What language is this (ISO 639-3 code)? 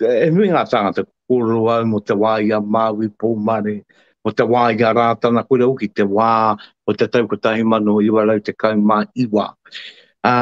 mri